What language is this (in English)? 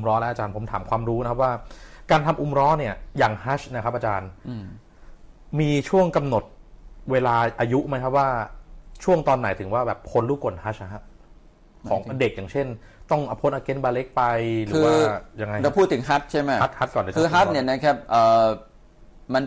Thai